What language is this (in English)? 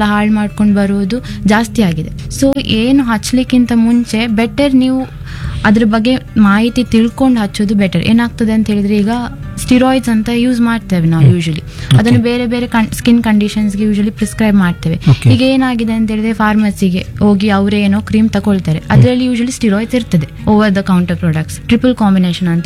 Kannada